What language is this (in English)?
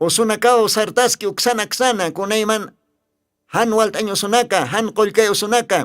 Aymara